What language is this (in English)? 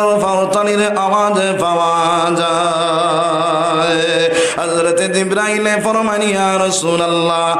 Sylheti